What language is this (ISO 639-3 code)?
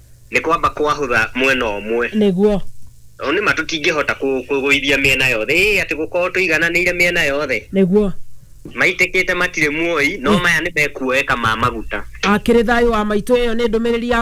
kik